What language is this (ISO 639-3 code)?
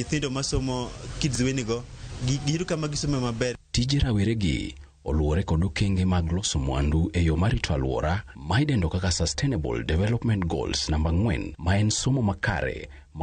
luo